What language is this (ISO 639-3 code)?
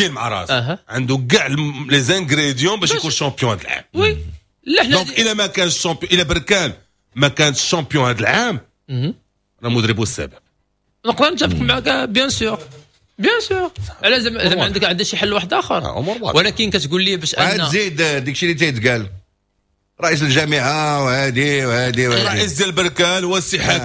ary